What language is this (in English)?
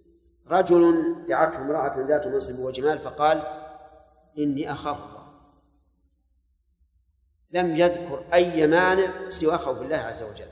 Arabic